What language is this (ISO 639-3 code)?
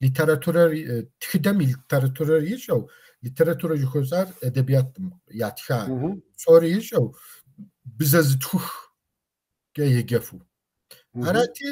kbd